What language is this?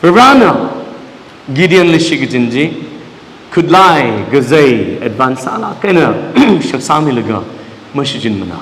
Tangkhul Naga (India)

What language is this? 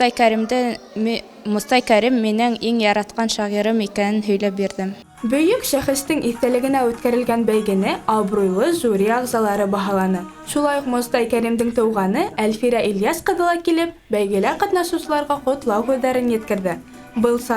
Bashkir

